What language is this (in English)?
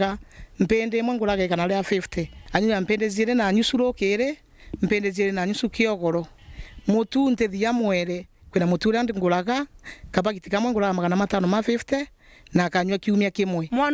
Meru